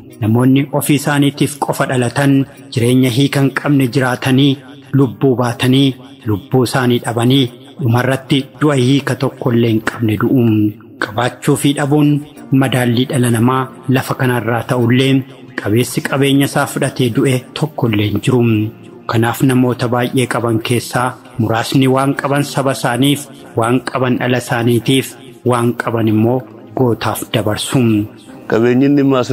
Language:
Oromo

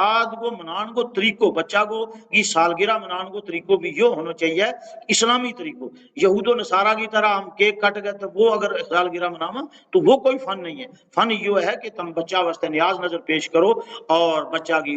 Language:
Gujari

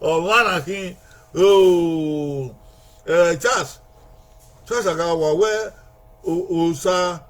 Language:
Bini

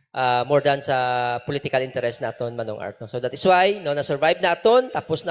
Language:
Hiligaynon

